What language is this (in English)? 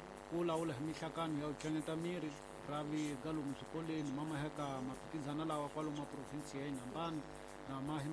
Tsonga